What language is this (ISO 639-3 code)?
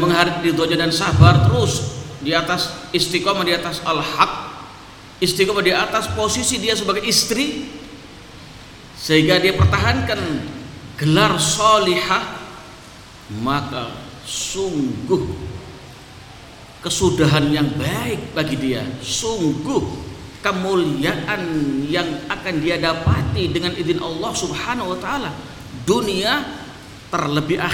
ind